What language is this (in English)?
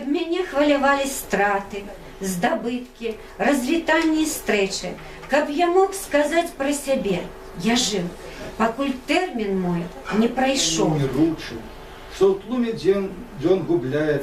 Belarusian